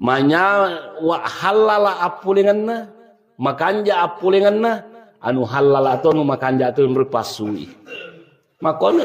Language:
Buginese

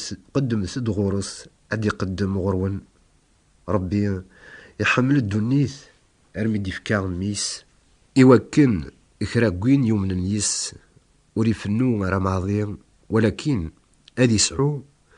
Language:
Kabyle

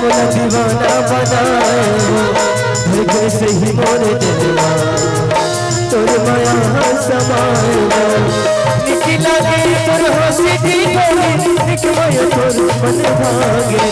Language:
Chhattisgarhi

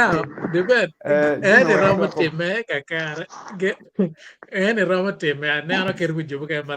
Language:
Acoli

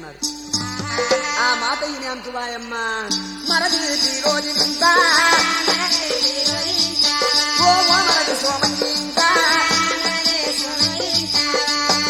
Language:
Telugu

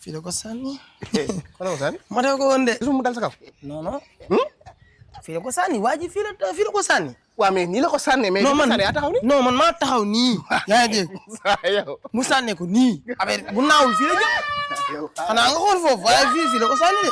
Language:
Wolof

